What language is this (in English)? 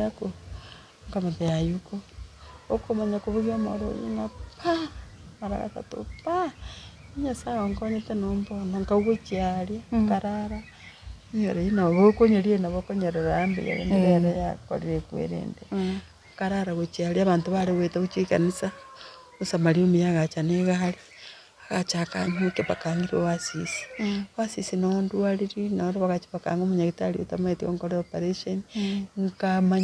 Gusii